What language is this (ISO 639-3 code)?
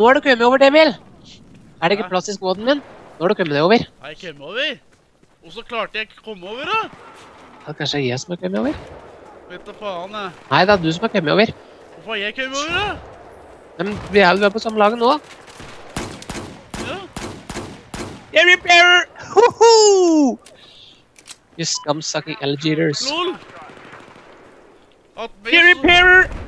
nor